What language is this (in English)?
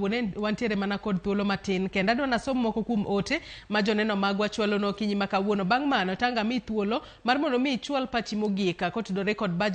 Luo (Kenya and Tanzania)